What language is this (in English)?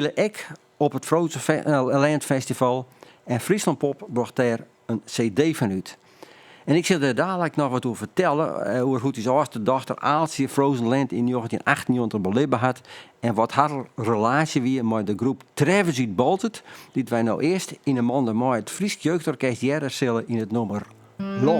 Western Frisian